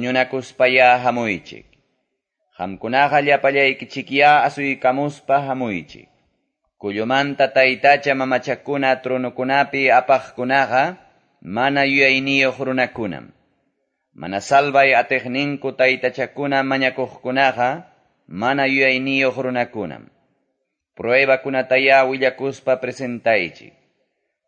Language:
Quechua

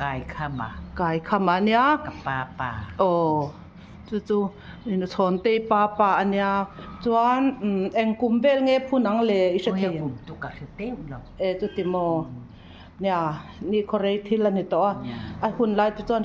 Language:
Mizo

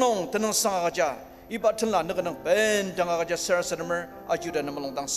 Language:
Ao Naga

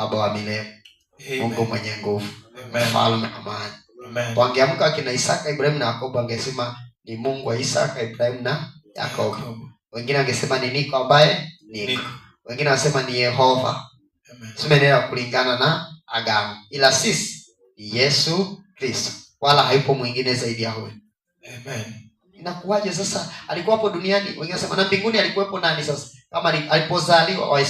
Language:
Swahili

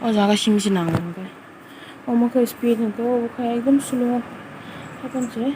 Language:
Kok Borok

